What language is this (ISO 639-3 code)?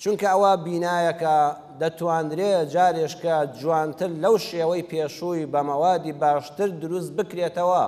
ckb